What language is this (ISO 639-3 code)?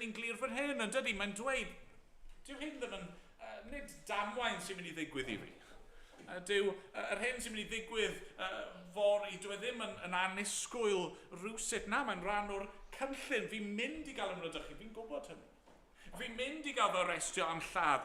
cym